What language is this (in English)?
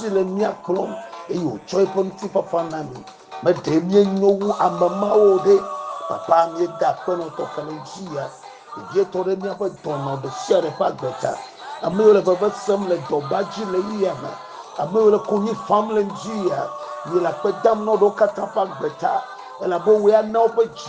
Ewe